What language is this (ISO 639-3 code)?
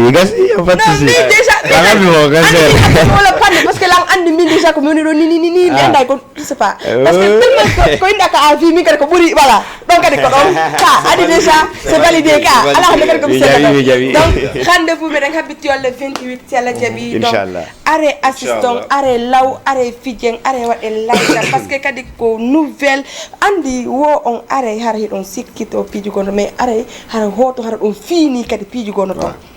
ful